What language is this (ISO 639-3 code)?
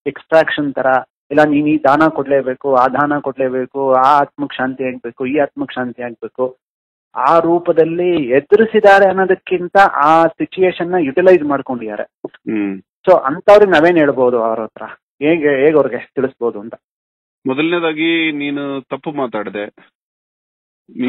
kan